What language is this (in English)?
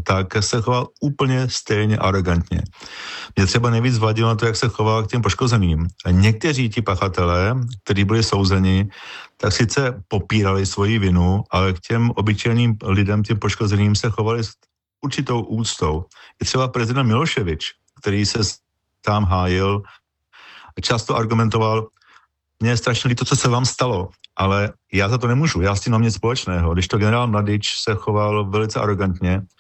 Czech